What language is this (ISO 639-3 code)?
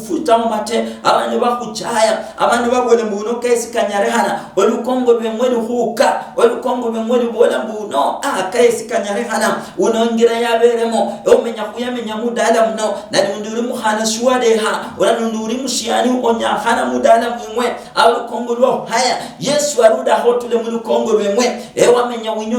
luy